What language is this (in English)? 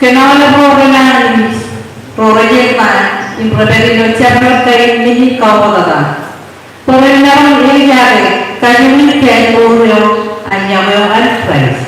Marshallese